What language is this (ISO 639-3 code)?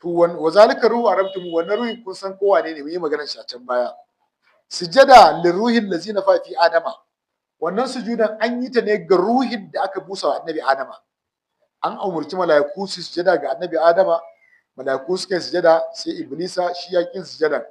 hau